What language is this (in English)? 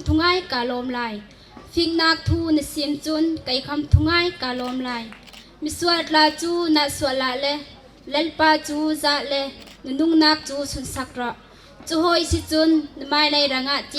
Bawm Chin